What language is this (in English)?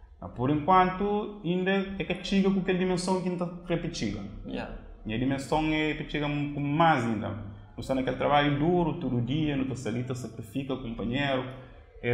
Kabuverdianu